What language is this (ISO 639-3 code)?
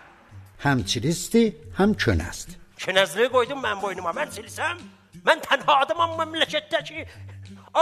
azb